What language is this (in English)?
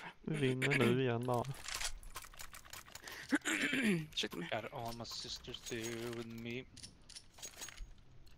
Swedish